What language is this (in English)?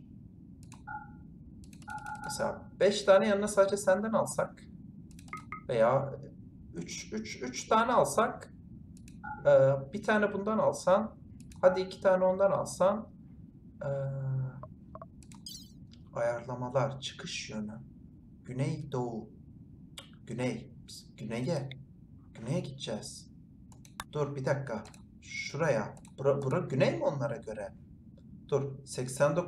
Turkish